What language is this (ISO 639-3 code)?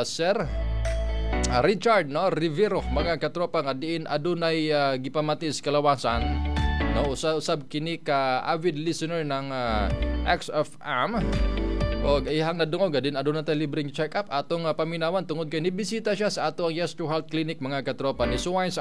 ceb